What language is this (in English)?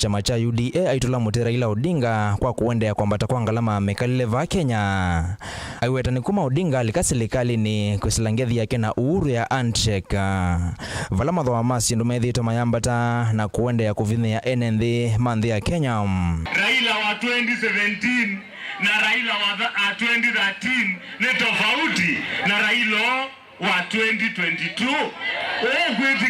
Kamba